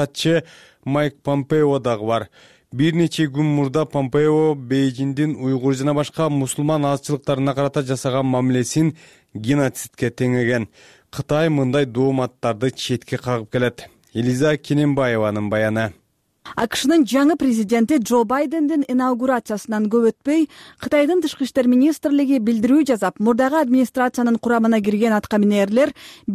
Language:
Kyrgyz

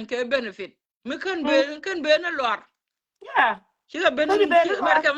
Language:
Nuer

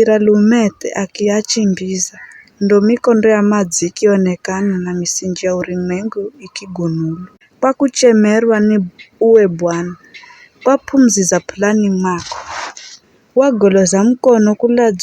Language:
Giryama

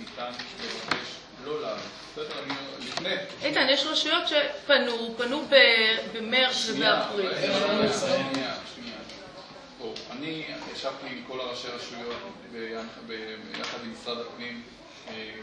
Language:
Hebrew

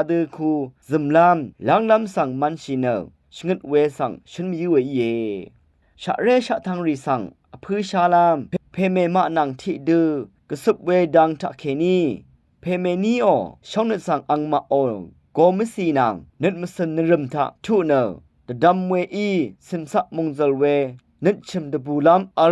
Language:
Rawang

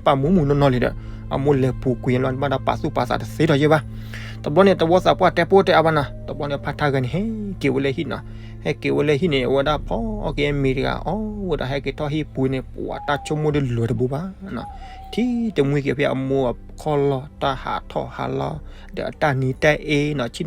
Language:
S'gaw Karen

